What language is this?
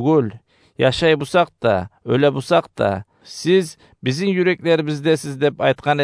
Kumyk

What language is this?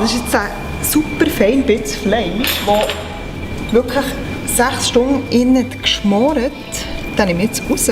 Swiss German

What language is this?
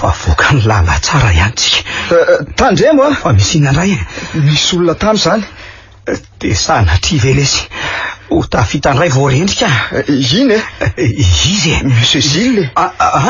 Malagasy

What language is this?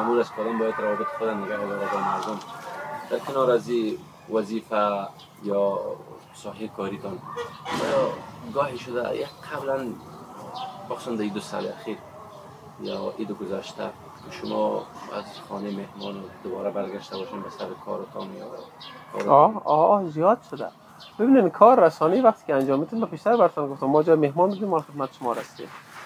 Persian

